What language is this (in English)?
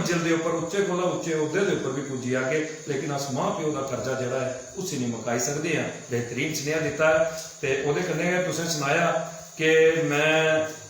Dogri